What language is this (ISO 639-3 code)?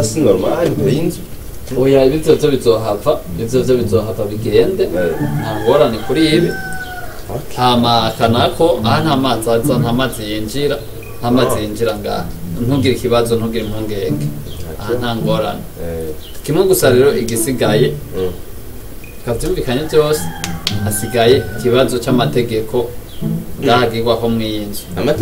run